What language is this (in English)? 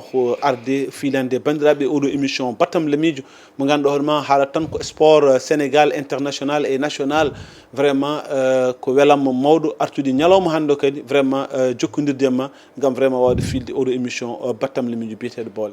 Fula